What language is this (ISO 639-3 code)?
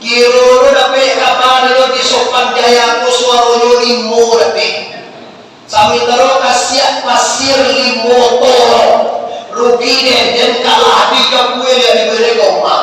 min